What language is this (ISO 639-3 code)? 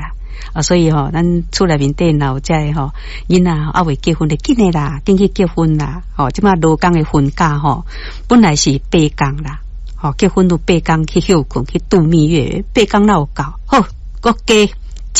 nan